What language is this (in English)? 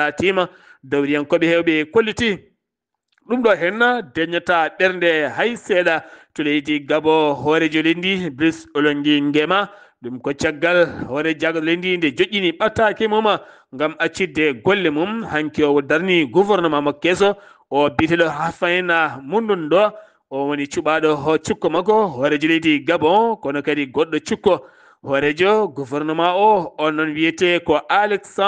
Fula